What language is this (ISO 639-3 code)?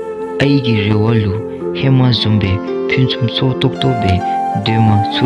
dzo